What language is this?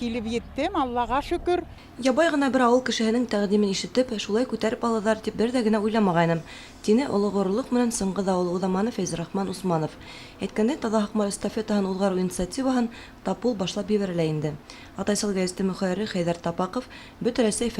Bashkir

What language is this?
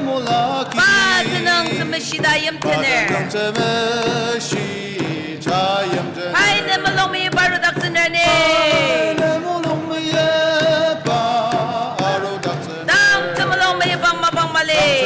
Ao Naga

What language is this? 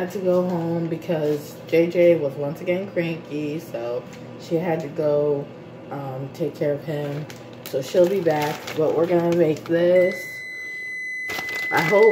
English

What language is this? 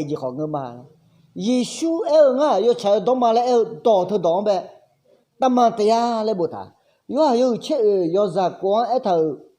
Akha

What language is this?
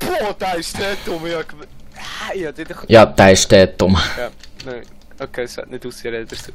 Swiss German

